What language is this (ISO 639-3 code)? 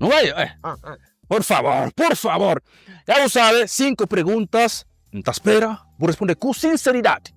kea